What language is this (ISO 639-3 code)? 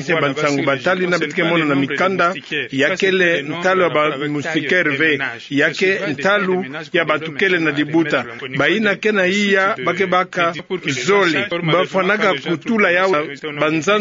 ktu